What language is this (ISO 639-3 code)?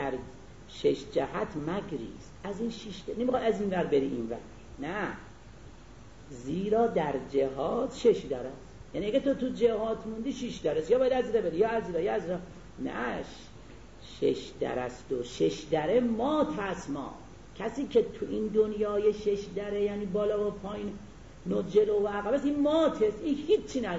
fas